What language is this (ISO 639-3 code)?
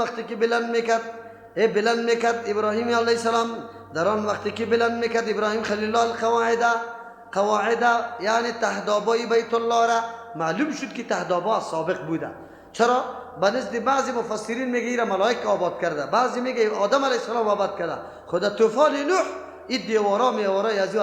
fas